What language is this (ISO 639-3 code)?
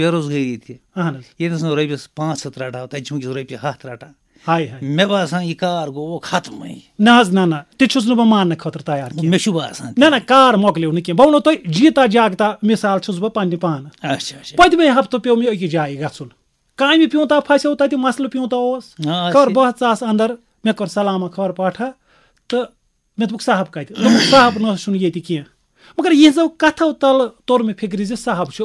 kas